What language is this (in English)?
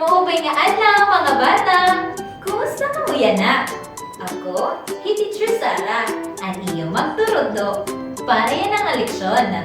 Waray